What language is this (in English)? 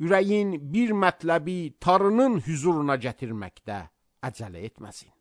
Azerbaijani